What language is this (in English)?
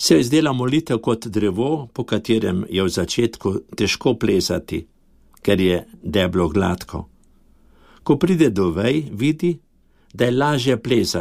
Slovenian